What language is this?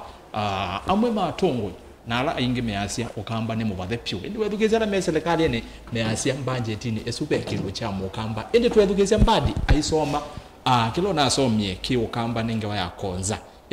Kamba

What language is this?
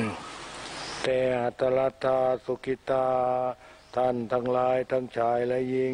Thai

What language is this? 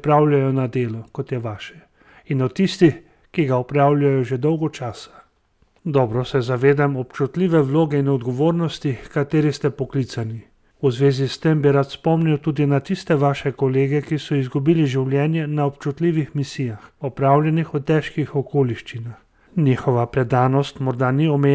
Slovenian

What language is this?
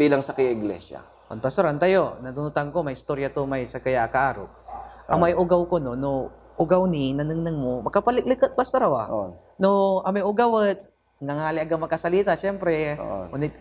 Pangasinan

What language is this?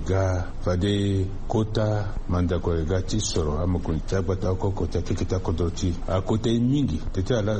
Sango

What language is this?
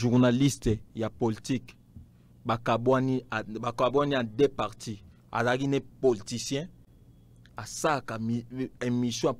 Lingala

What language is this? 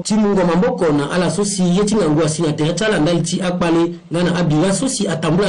Sango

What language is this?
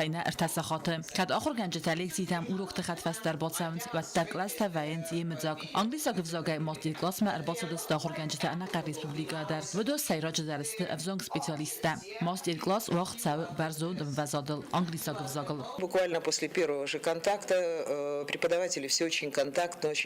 Ossetic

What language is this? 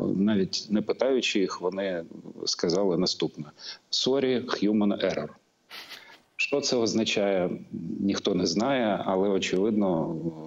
Ukrainian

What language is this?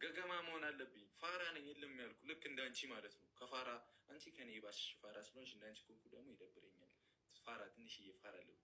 Amharic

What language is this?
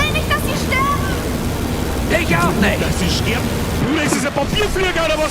Bavarian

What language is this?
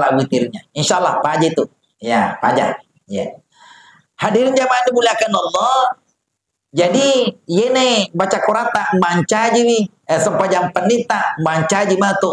Buginese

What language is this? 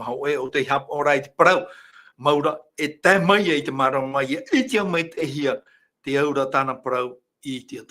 Tahitian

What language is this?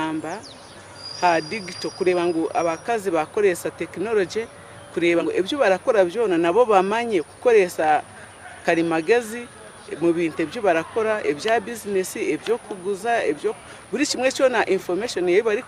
Nyankole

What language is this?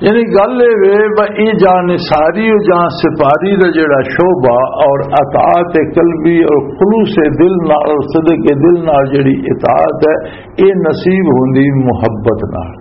Western Panjabi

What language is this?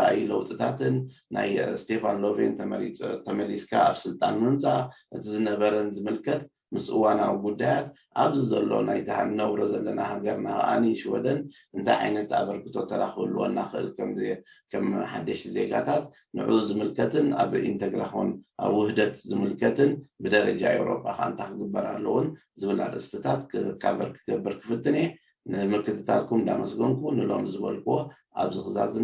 Tigrinya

